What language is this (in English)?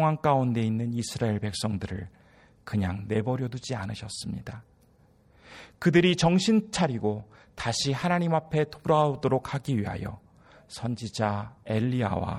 Korean